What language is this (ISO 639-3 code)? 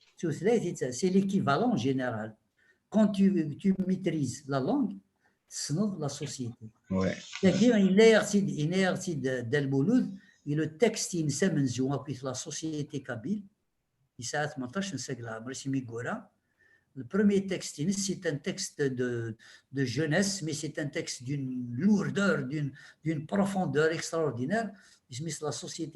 kab